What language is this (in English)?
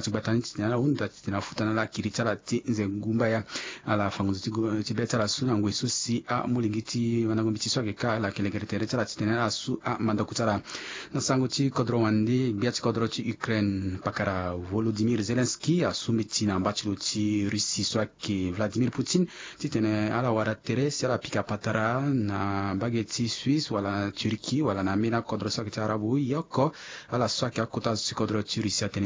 Sango